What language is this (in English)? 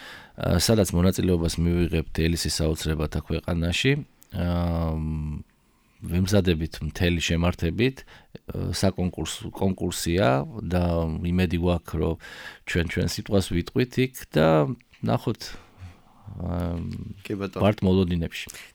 Georgian